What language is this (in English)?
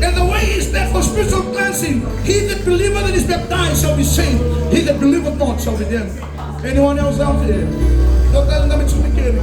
Fijian